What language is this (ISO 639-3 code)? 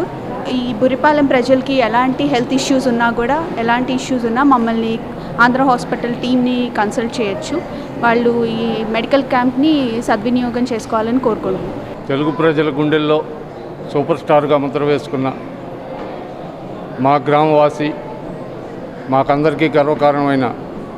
tel